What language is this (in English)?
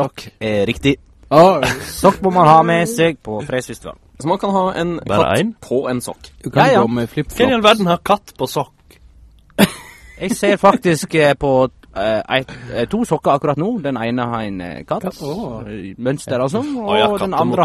Norwegian